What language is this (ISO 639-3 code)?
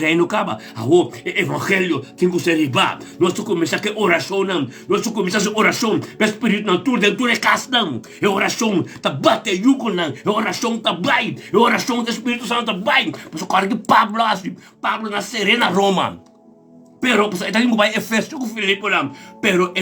pap